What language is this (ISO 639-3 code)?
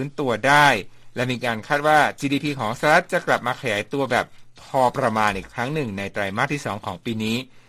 tha